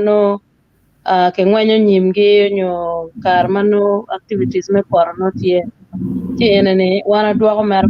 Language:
Acoli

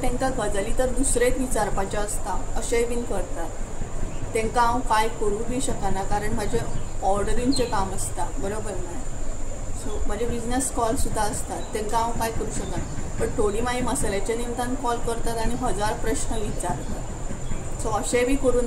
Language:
Konkani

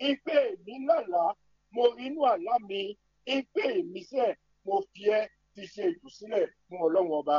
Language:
Fon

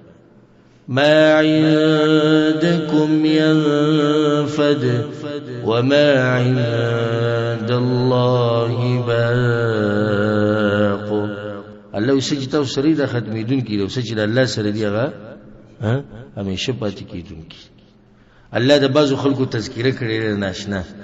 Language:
Pashto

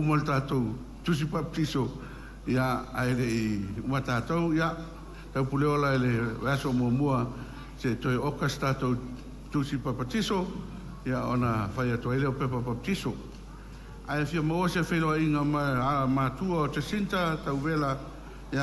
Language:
Samoan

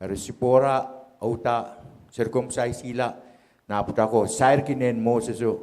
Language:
Pohnpeian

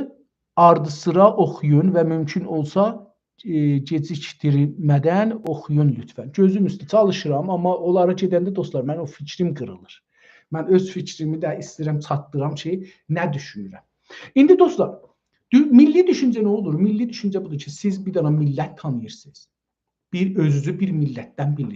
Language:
South Azerbaijani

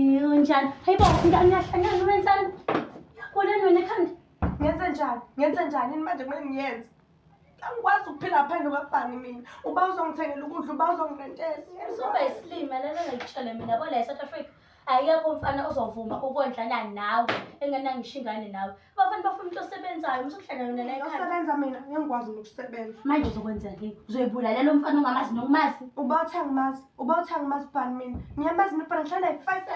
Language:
Zulu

